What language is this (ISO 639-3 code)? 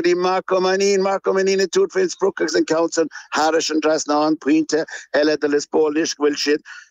gle